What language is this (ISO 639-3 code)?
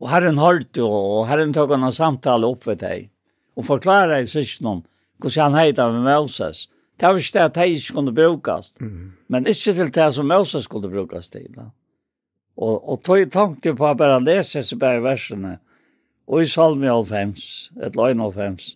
fao